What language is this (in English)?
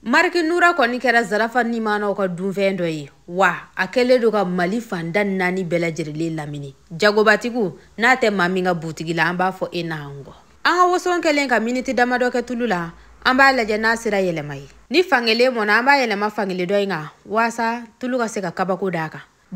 Bambara